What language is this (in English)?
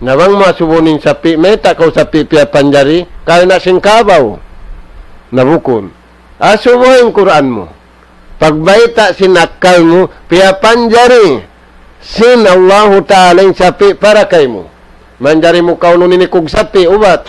Tausug